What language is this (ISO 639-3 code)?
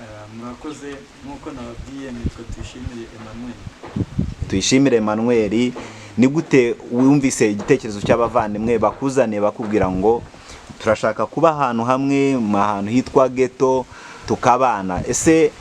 kin